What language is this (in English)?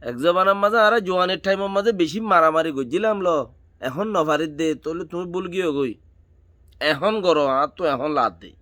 Rohingya